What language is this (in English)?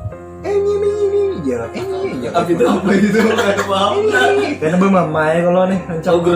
Banjar